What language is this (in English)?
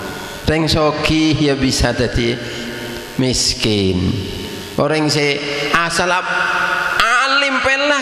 Madurese